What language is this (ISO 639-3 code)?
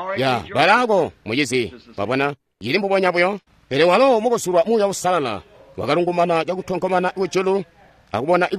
toi